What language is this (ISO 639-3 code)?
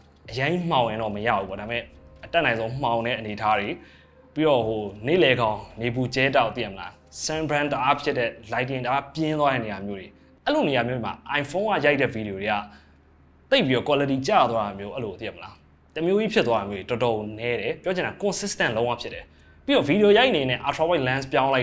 mya